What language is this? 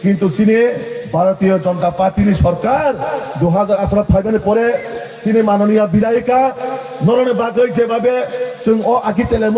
Kok Borok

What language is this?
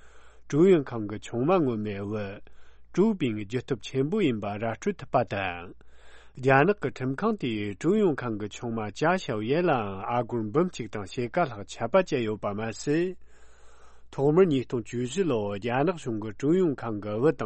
Tibetan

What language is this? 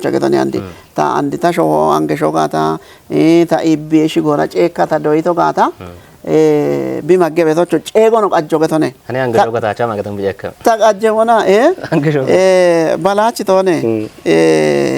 Kafa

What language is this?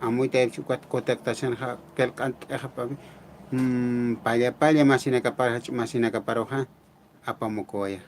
Aymara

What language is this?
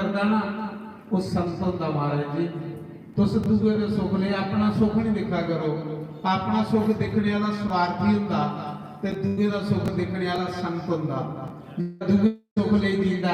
Dogri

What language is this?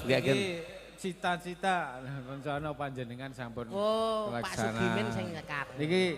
Javanese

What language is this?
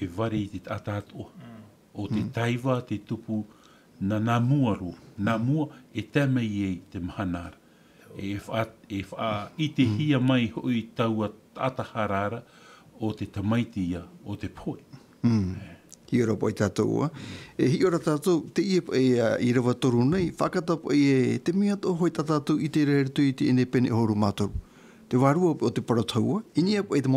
Tahitian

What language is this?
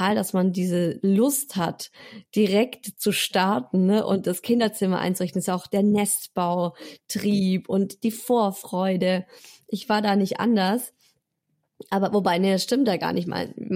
German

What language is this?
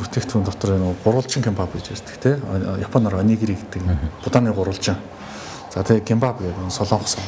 Mongolian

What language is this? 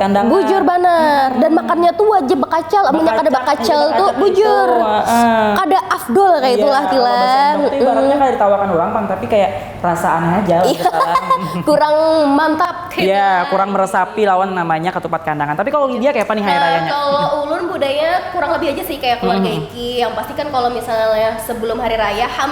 Banjar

